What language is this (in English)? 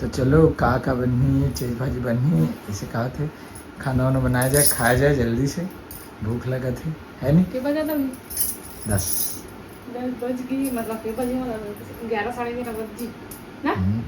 Chhattisgarhi